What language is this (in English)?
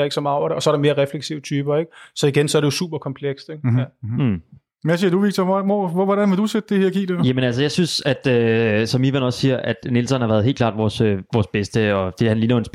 Danish